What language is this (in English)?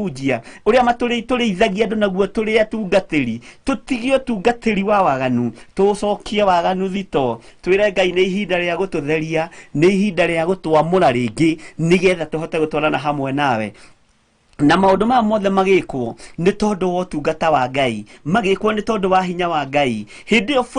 Kikuyu